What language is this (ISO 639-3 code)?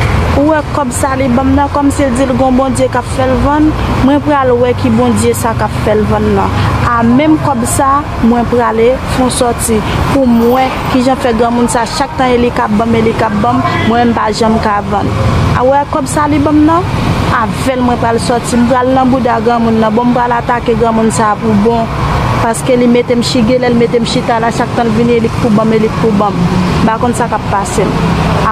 hat